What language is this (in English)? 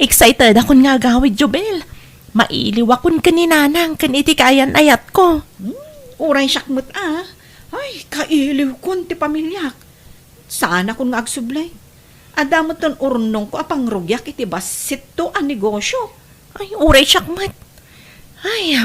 Iloko